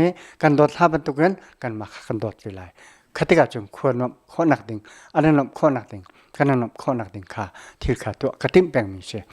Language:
Hakha Chin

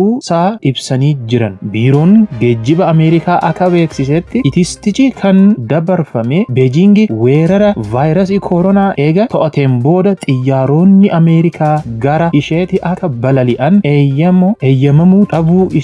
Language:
Oromo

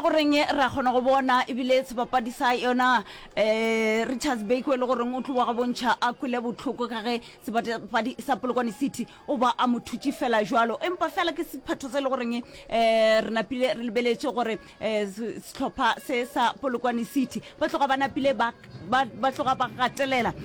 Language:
Northern Sotho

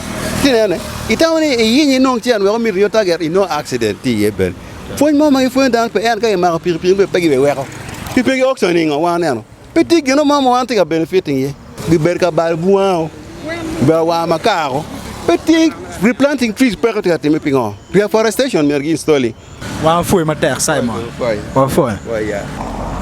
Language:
Acoli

